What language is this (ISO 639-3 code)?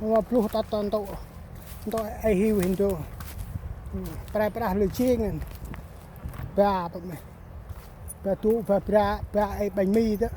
cmo